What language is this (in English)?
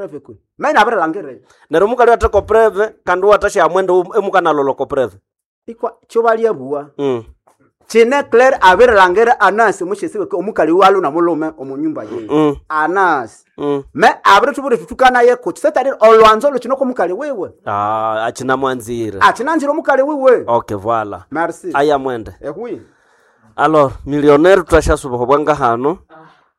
Nande